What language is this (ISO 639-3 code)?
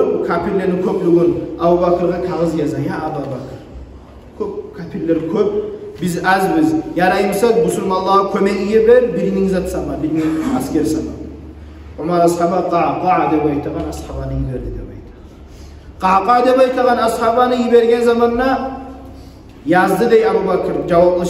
kum